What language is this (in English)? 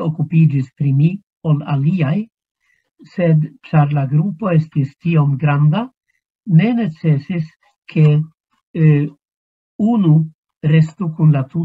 Esperanto